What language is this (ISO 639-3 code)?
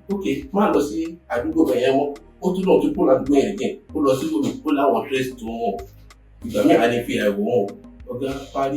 yor